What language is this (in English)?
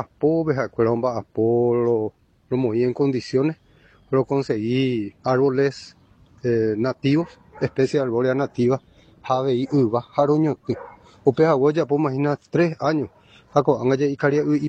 Guarani